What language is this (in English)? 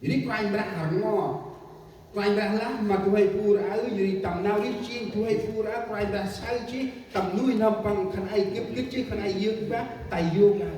Central Mnong